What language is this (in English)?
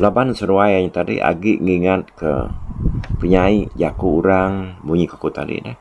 Iban